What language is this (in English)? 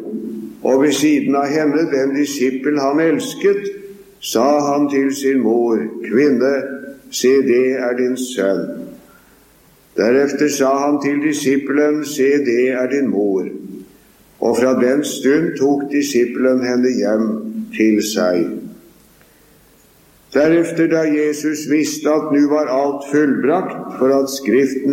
Norwegian